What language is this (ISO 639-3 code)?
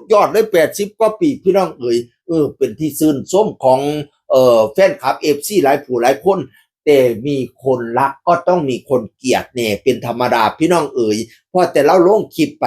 tts